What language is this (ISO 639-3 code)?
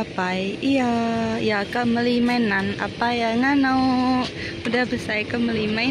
iba